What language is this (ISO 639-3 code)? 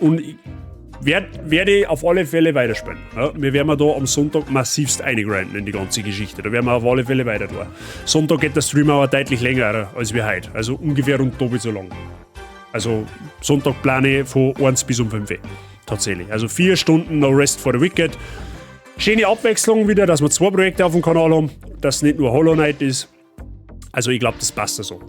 bar